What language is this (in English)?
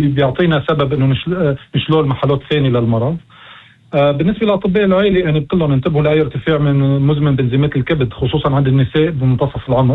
North Levantine Arabic